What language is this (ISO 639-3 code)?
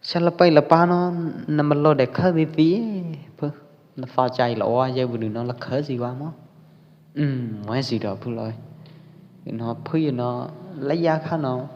kjp